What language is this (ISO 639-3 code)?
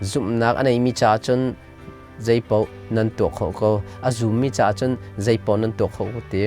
cnh